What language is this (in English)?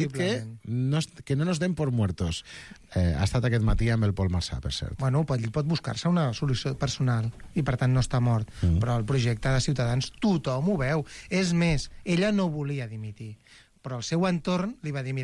Catalan